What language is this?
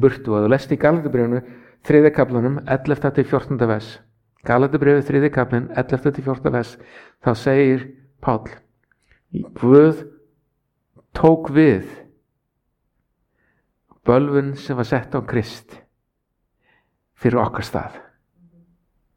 Icelandic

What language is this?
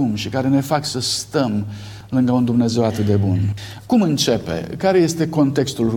Romanian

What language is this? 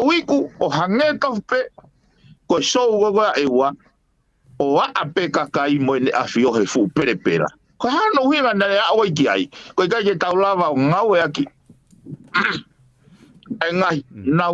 Tongan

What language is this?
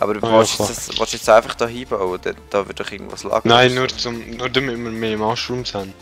Swiss German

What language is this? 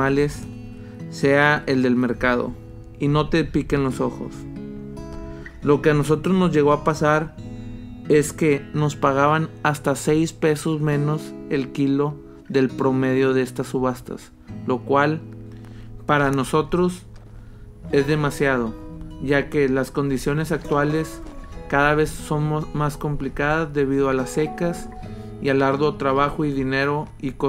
Spanish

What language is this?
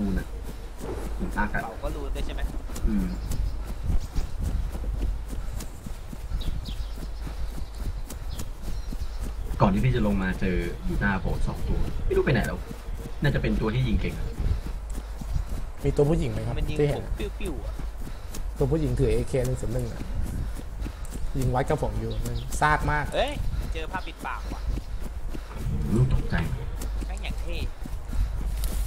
Thai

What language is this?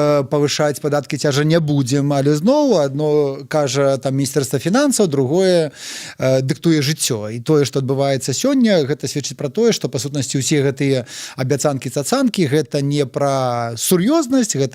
Belarusian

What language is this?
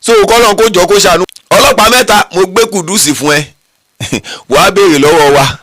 Yoruba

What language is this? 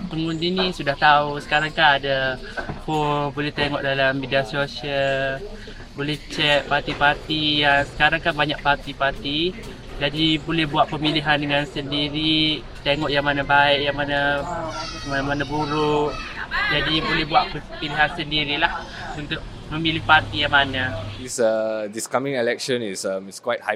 Malay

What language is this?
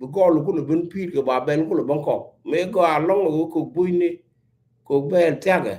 Nuer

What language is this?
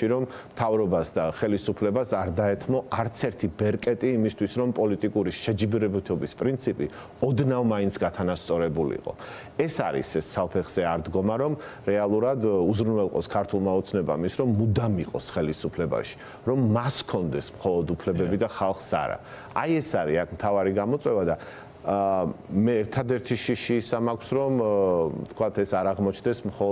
Georgian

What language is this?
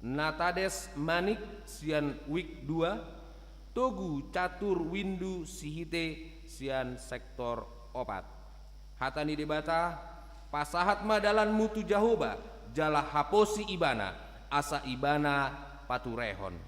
Batak Toba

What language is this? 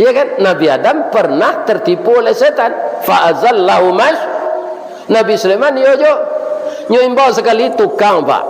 Minangkabau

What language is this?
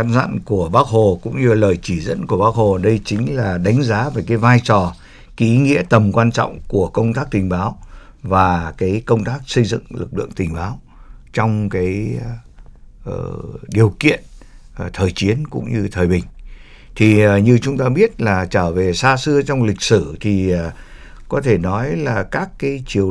Vietnamese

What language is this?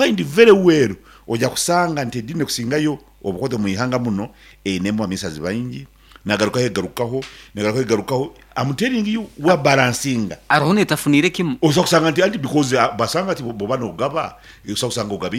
Nyankole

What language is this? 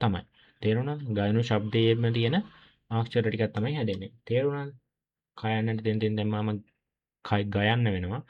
Sinhala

